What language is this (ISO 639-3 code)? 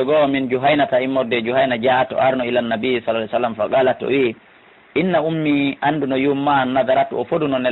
ful